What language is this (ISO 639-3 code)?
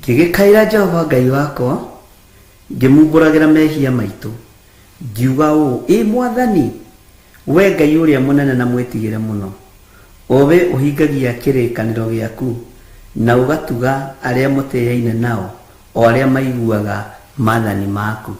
kik